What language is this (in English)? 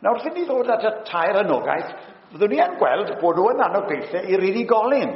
Welsh